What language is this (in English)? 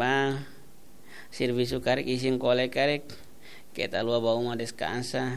Tetum